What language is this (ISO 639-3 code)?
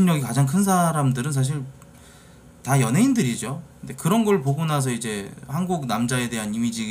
kor